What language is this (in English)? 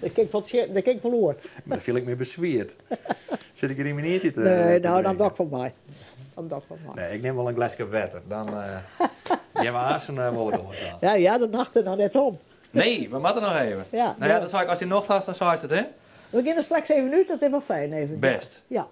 Western Frisian